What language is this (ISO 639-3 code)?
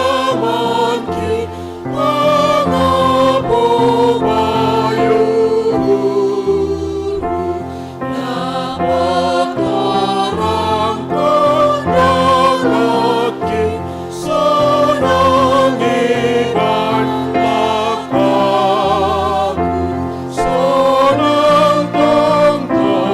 bts